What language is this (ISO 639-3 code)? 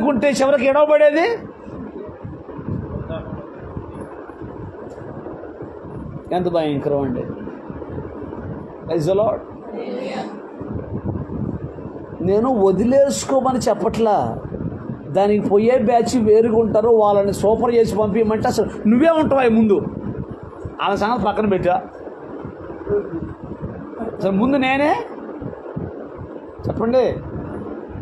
tel